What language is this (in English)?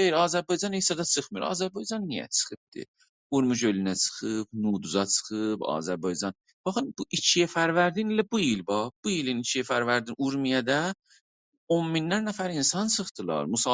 South Azerbaijani